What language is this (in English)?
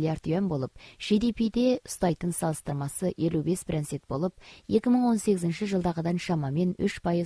Kazakh